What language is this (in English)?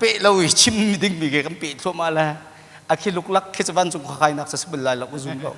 Hakha Chin